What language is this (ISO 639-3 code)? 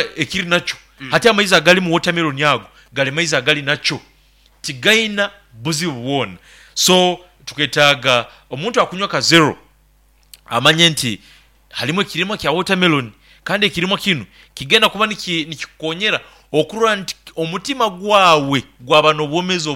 nyo